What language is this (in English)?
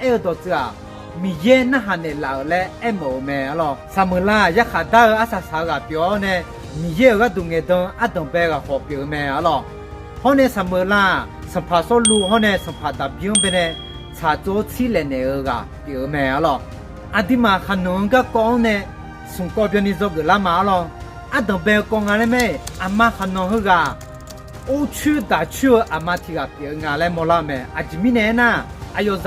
Akha